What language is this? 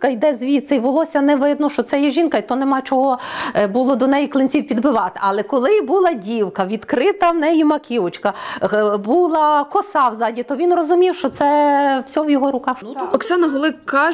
Ukrainian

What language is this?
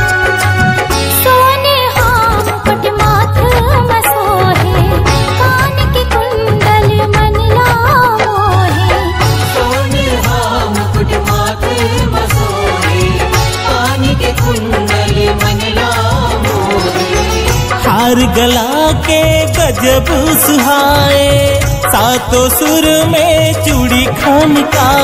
Chhattisgarhi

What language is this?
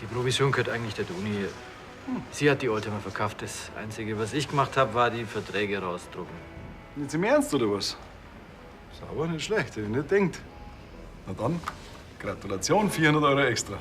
Bavarian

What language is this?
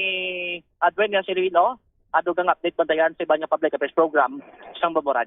Hiligaynon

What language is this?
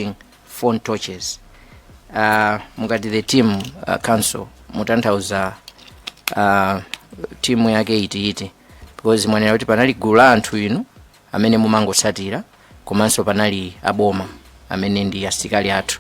Nyanja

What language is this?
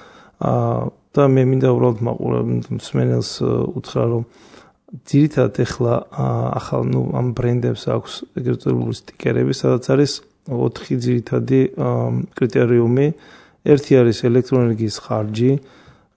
Georgian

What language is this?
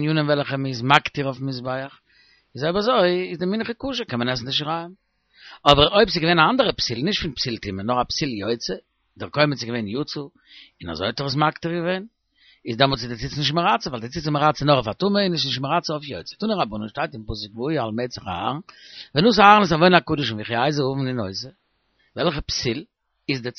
Yiddish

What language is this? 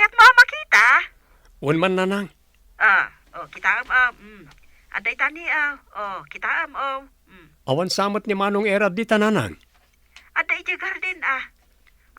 Iloko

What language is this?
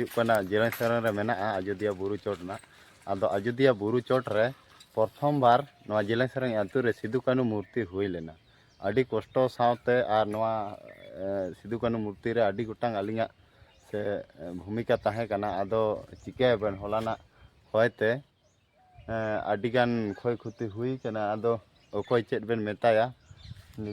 Santali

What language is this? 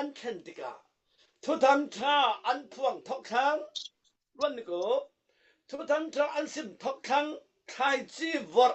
Falam Chin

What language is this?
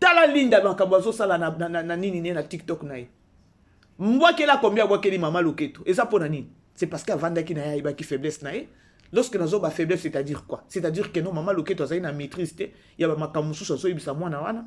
Lingala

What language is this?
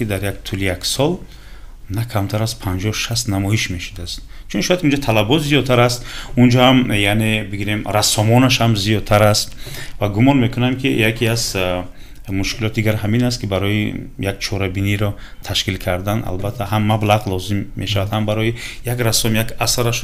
Tajik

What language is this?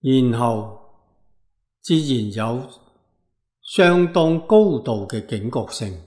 Cantonese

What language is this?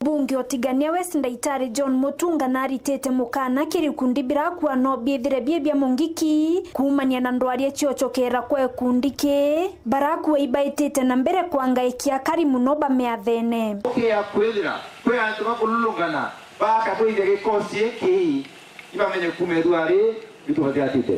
Meru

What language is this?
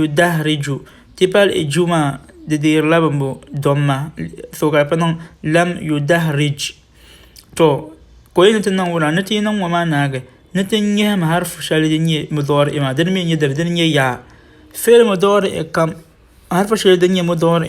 Dagbani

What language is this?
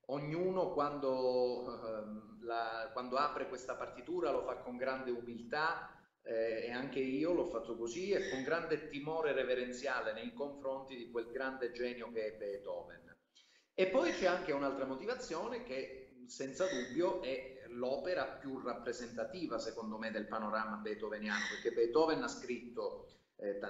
Italian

